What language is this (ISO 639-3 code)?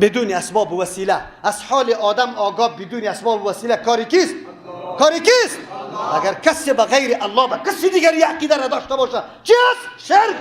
fas